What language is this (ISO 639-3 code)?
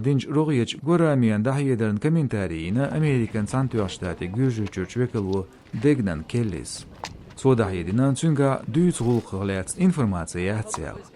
che